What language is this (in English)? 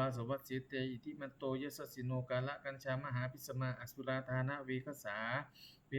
Pali